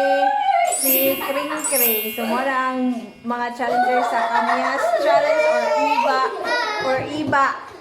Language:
Cebuano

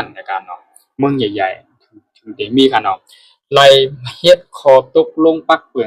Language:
Shan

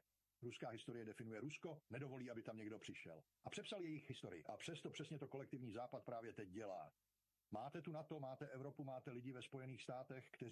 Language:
Czech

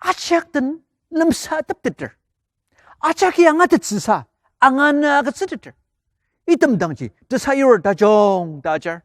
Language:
Ao Naga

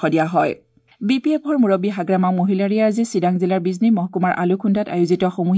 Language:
Assamese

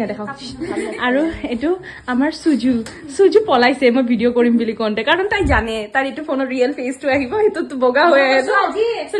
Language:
Assamese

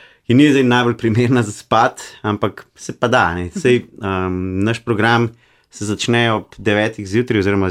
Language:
Slovenian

